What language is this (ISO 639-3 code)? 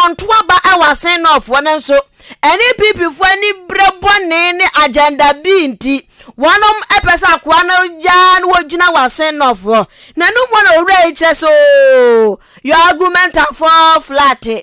aka